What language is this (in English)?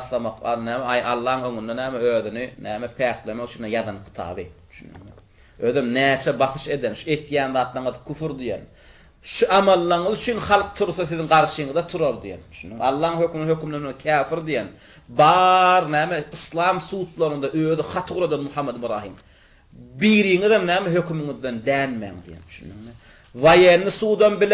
Turkmen